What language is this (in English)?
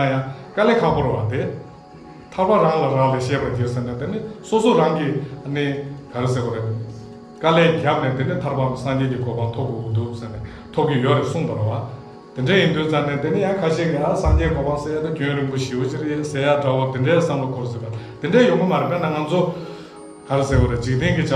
Tibetan